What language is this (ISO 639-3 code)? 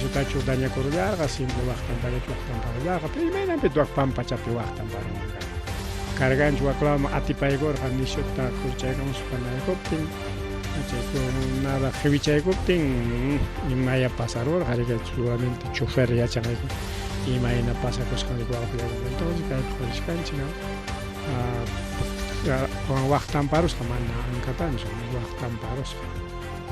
quy